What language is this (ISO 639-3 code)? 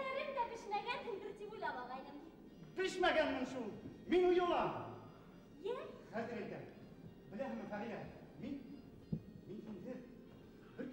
bak